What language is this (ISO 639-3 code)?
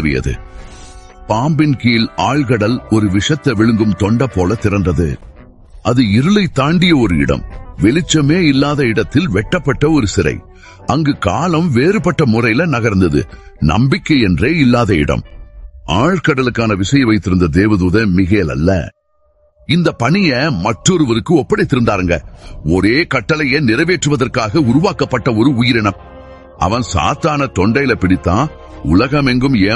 tam